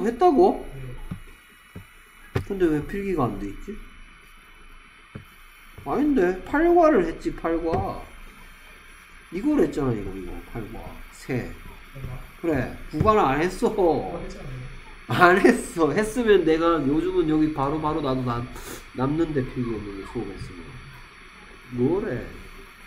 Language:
Korean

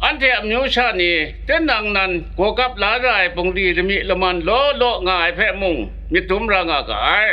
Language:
Kachin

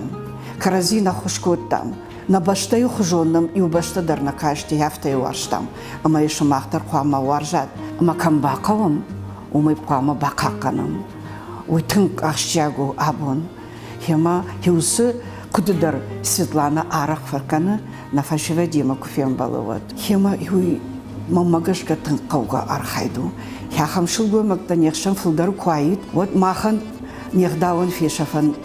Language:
Ossetic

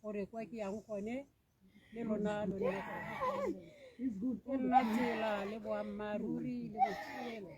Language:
Tswana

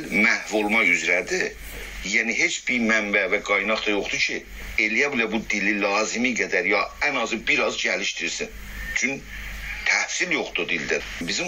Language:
South Azerbaijani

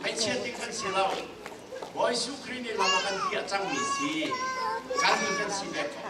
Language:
Hakha Chin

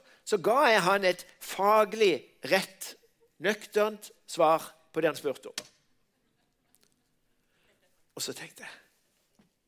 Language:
Norwegian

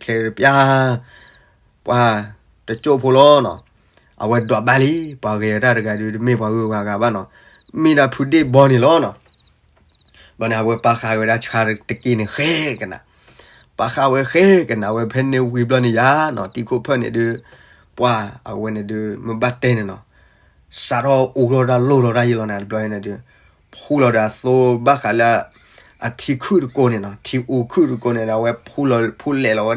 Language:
S'gaw Karen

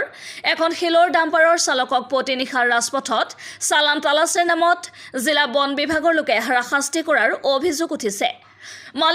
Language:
Assamese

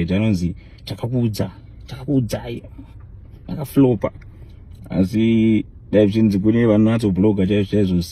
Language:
Shona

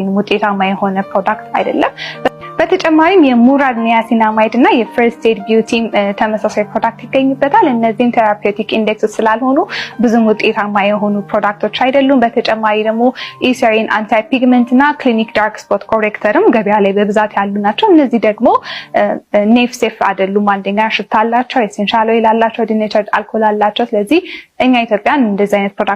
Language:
Amharic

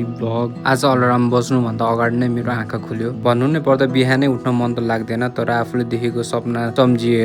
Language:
Nepali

